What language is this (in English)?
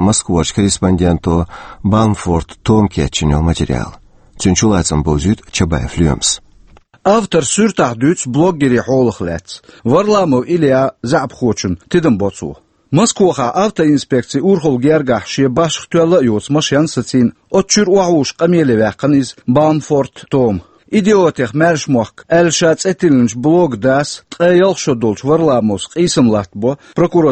Chechen